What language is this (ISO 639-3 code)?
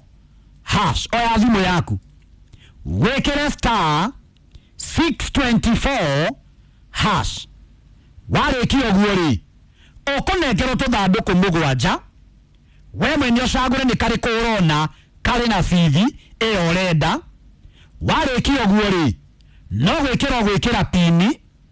kik